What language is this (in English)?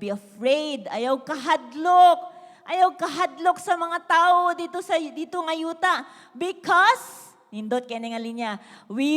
Cebuano